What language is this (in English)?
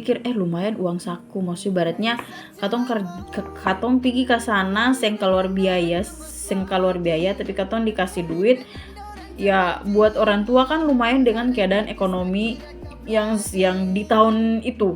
Ambonese Malay